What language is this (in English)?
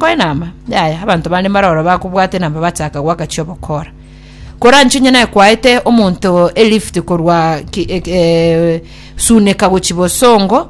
Gusii